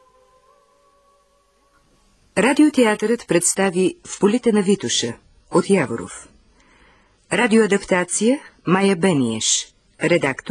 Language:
Bulgarian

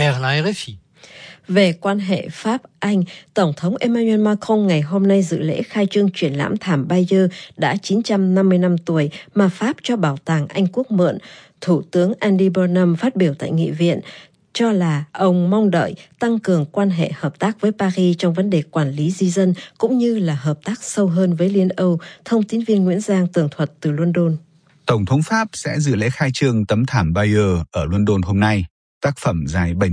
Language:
Vietnamese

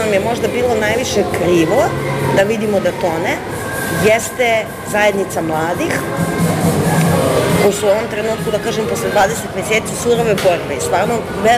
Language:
Serbian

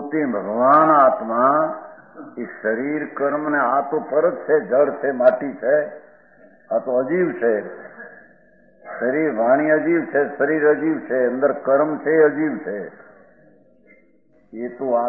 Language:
Gujarati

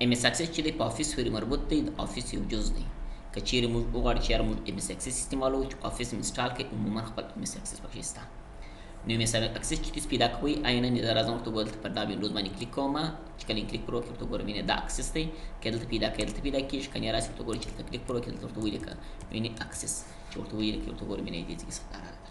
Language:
Pashto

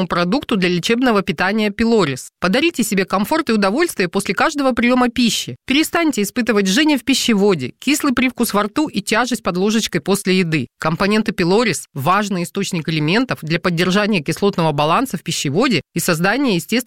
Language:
Russian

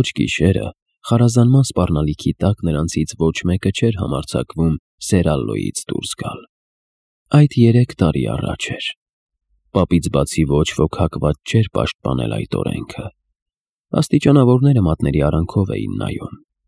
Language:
Armenian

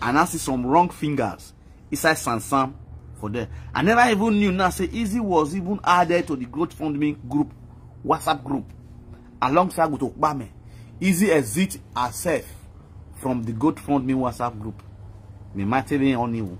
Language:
Nigerian Pidgin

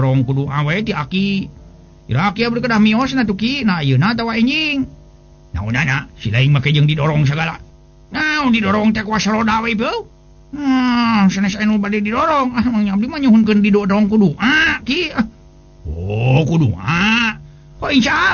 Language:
Sundanese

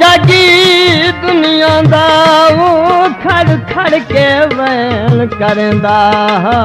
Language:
Saraiki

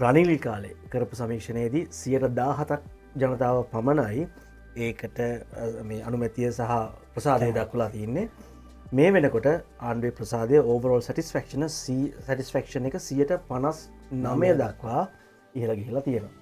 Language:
Sinhala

